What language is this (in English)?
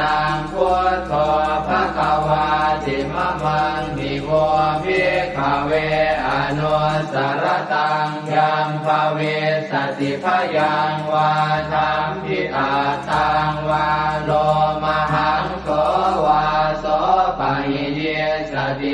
Pali